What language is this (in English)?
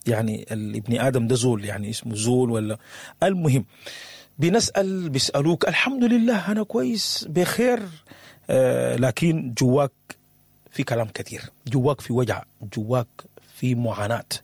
Sudanese Arabic